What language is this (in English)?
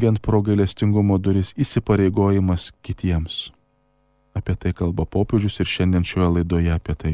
Lithuanian